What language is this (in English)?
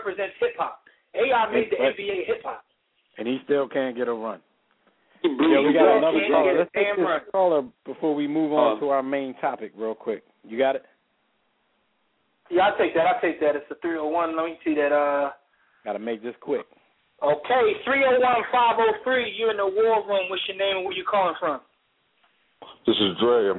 English